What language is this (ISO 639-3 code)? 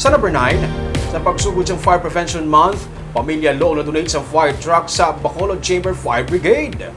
hil